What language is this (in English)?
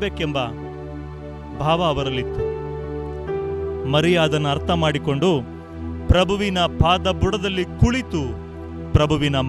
Kannada